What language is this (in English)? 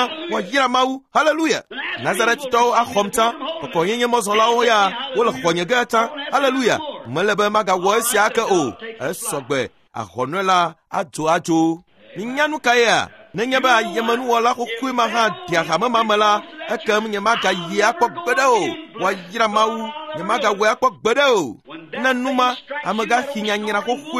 Ewe